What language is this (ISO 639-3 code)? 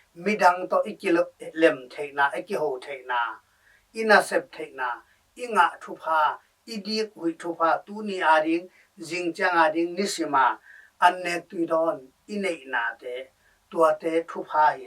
ctd